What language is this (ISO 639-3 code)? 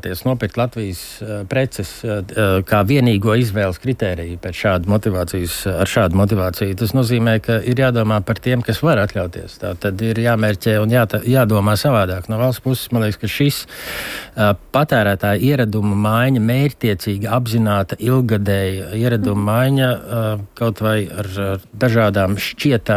lav